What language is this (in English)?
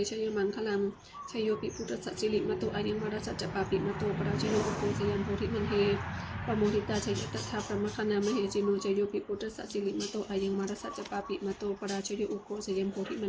Pali